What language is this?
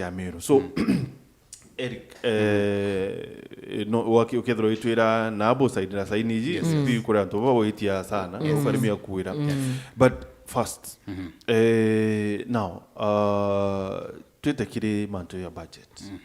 Meru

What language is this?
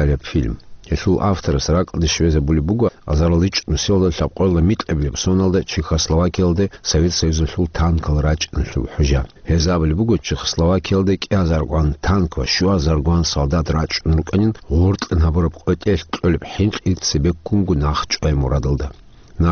Avaric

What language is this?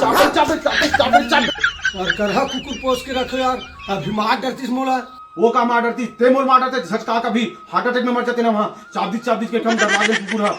Chhattisgarhi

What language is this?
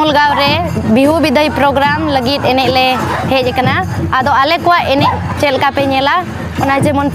Santali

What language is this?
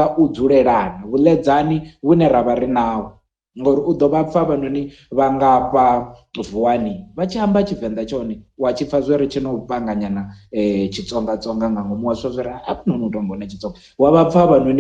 Venda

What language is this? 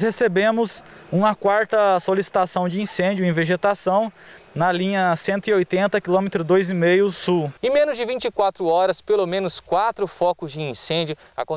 Portuguese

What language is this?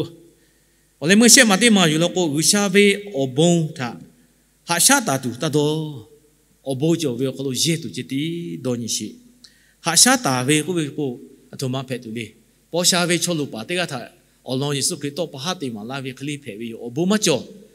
Lahu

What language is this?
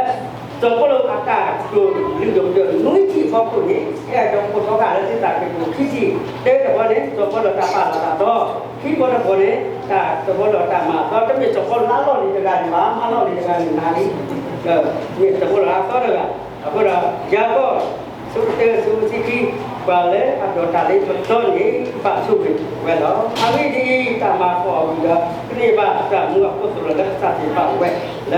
S'gaw Karen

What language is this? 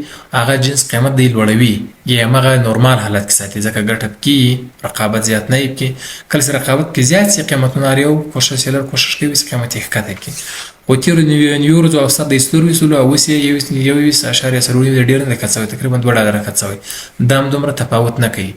Pashto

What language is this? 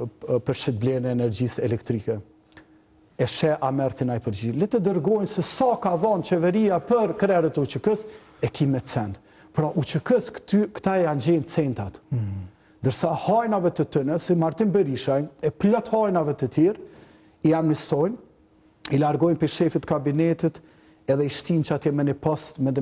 Albanian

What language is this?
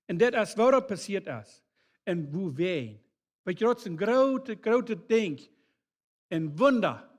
Plautdietsch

